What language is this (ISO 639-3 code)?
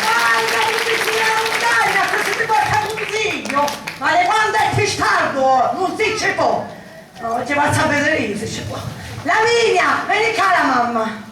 scn